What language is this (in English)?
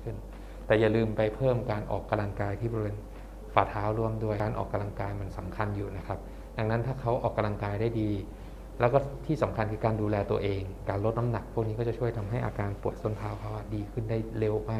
Thai